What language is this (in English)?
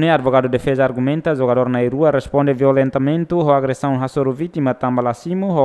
Tetum